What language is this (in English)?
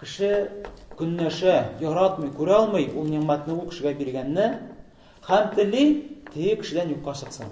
Tatar